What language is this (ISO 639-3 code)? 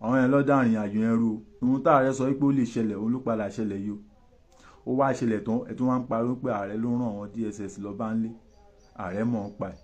yor